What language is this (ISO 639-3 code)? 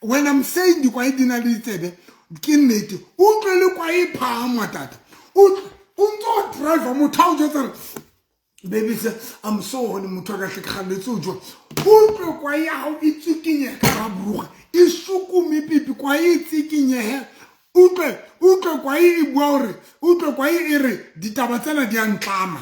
sot